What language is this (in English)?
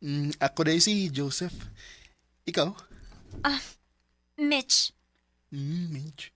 Cebuano